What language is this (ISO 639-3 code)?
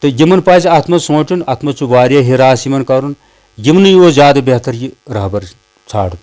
kas